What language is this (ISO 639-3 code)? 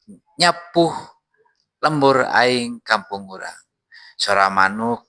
sun